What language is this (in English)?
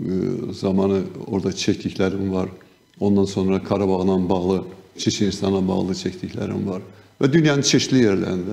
Gagauz